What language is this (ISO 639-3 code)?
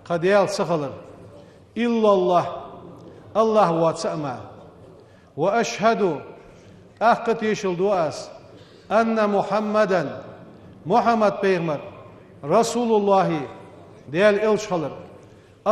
inh